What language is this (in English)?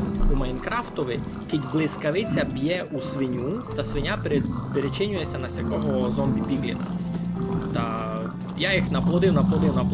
Rusyn